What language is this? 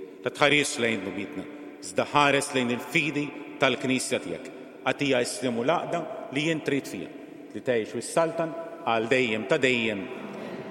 Maltese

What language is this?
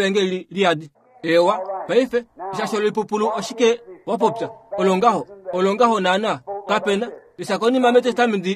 Kuanyama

